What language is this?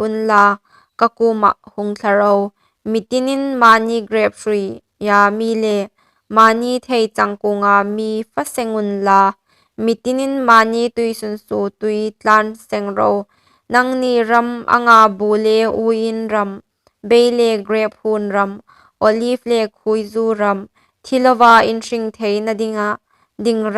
Hmar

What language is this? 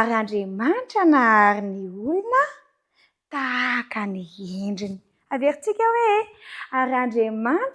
Malagasy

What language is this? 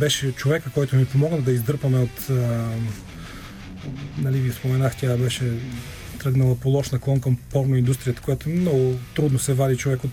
Bulgarian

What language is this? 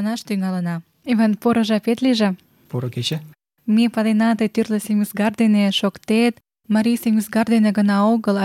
Mari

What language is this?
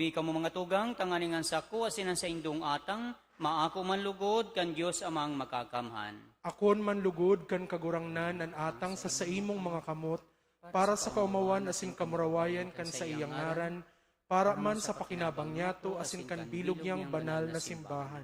Bikol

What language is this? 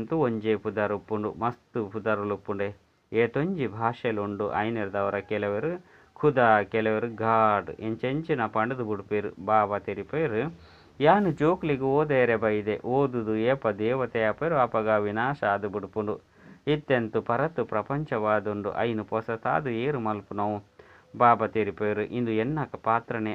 Tulu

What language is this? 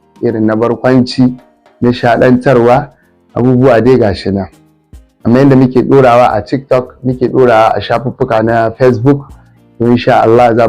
Hausa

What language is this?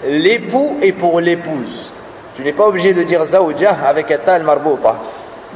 French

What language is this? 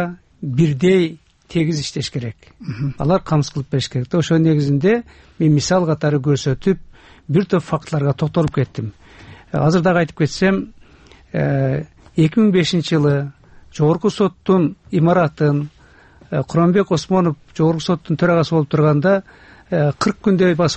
Kyrgyz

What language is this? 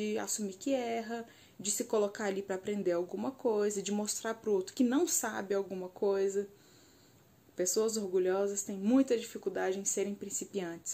Portuguese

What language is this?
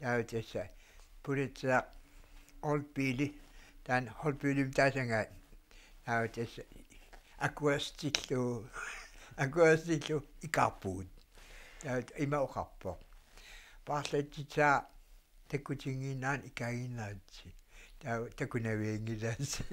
Kalaallisut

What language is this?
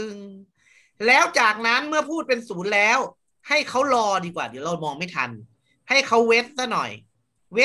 Thai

